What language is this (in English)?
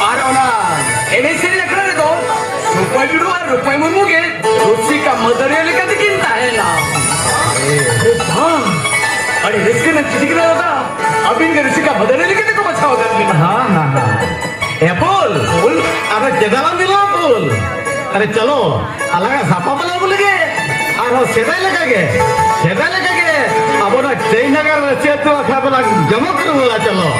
Santali